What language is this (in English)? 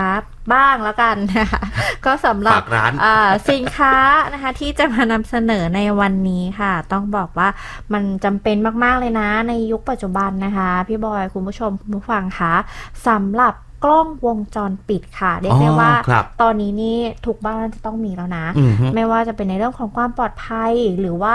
Thai